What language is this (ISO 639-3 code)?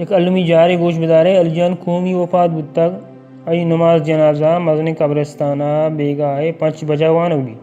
bal